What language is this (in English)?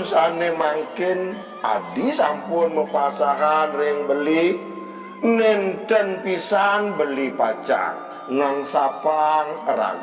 Balinese